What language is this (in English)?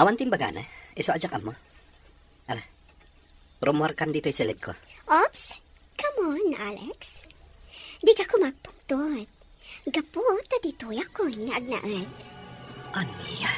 Iloko